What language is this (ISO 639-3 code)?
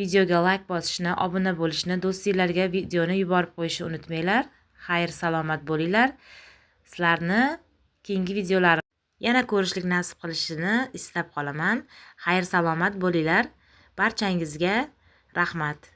uzb